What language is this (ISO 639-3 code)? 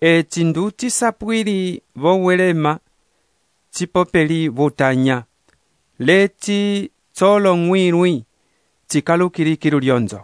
umb